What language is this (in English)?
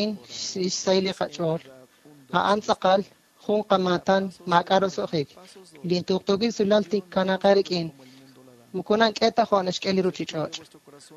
Kekchí